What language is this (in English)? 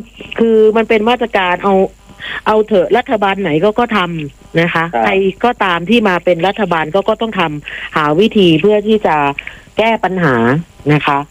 Thai